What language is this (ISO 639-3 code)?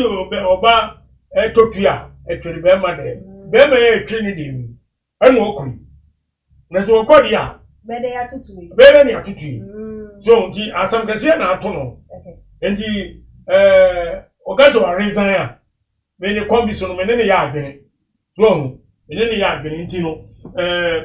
aka